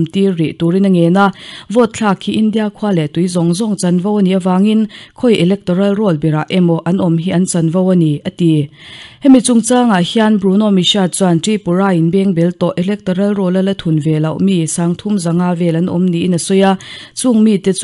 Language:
Mizo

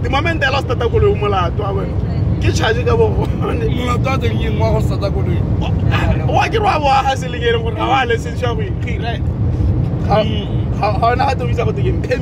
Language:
Tswana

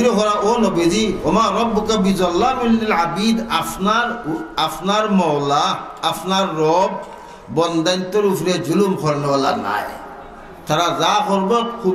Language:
Sylheti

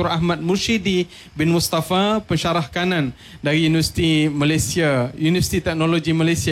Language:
Malay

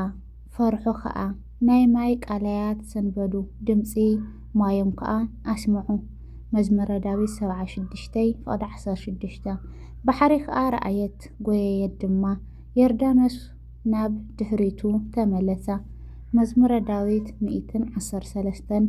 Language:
Tigrinya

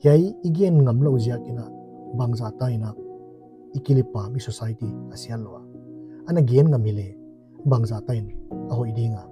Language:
Paite Chin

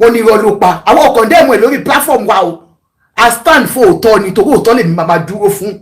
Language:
Yoruba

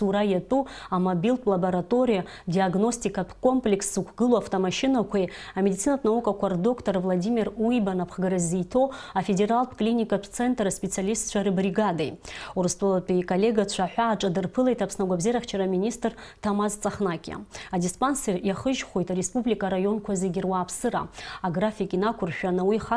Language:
Abkhazian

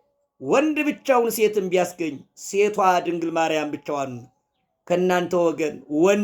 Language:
Amharic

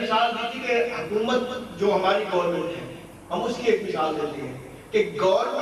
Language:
Urdu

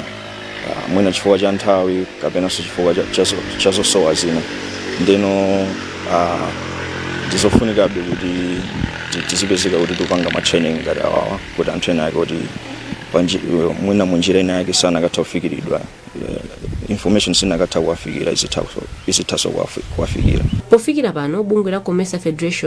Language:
Nyanja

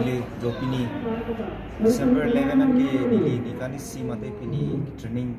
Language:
Karbi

